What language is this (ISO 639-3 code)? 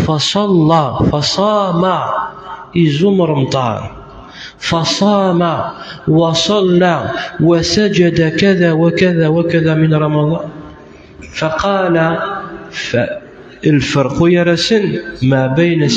kab